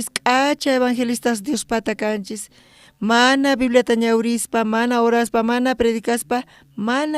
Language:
South Bolivian Quechua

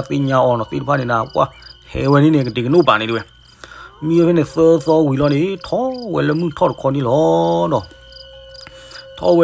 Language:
S'gaw Karen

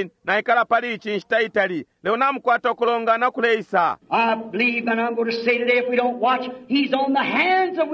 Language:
Bemba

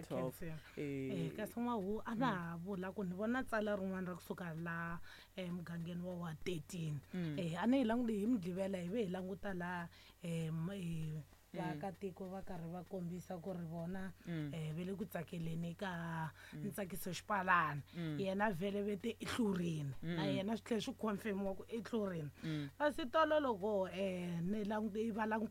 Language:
Tsonga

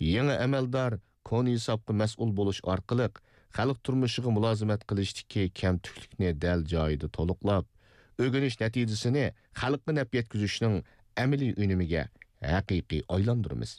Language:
Uyghur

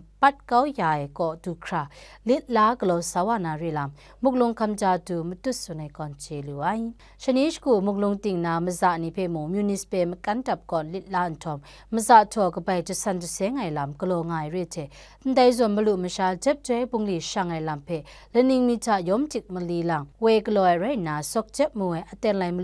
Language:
Kachin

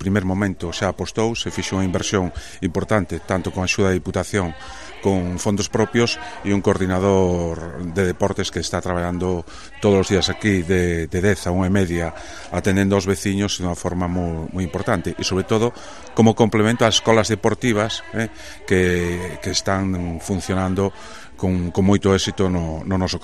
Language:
Galician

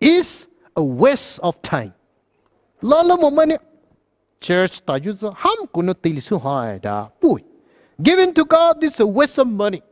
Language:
Poumei Naga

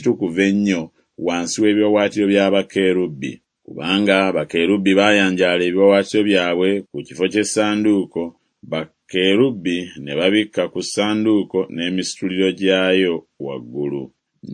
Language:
Ganda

